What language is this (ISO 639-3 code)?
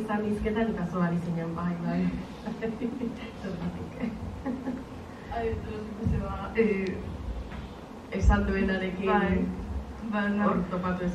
eus